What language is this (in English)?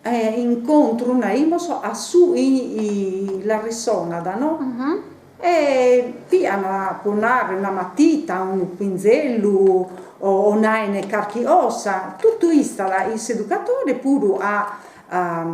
Sardinian